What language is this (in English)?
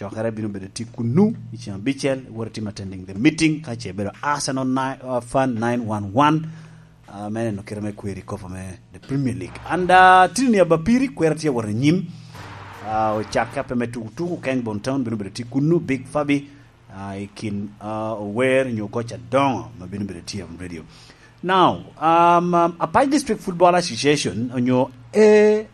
Lango (Uganda)